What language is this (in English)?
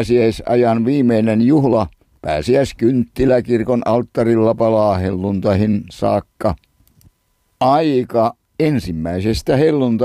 Finnish